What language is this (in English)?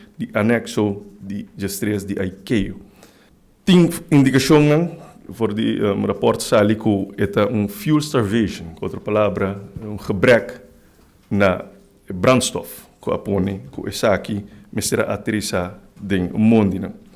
Papiamento